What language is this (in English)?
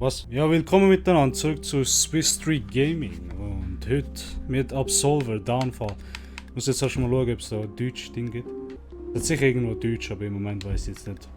Swiss German